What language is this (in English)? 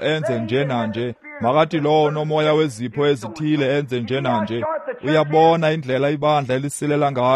Xhosa